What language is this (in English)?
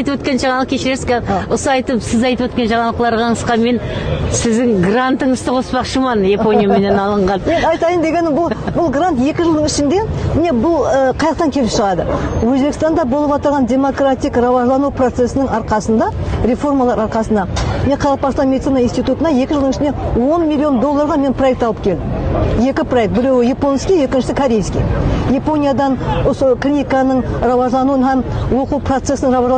Kara-Kalpak